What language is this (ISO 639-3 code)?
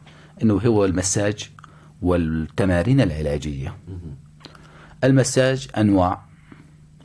apc